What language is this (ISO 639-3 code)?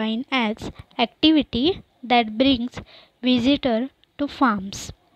mar